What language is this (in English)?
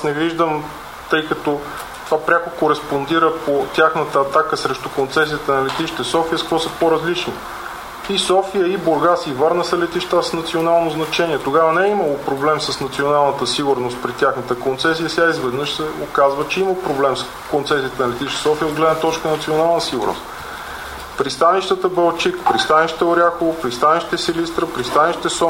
Bulgarian